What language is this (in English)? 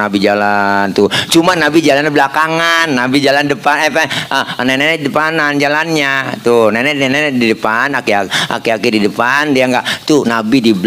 Betawi